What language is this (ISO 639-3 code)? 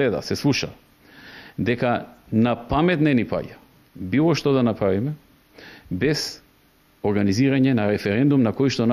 mkd